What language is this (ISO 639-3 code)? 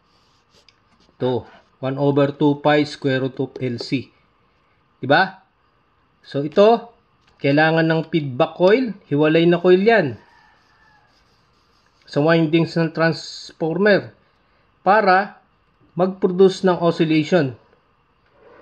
fil